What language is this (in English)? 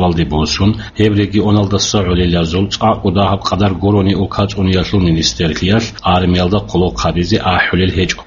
Avaric